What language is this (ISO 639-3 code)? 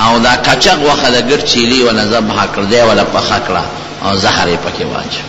pus